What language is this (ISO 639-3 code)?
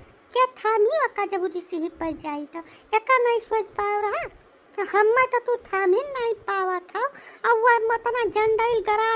awa